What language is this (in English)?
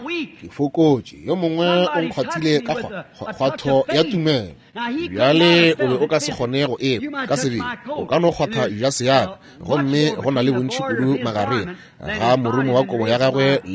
Northern Sotho